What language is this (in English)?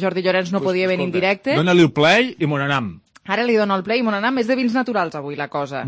Catalan